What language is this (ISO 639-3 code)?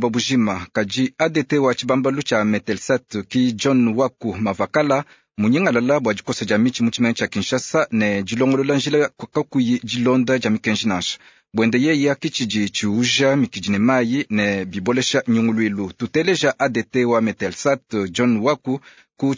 lua